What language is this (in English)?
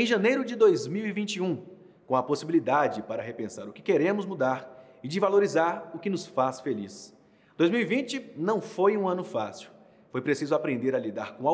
Portuguese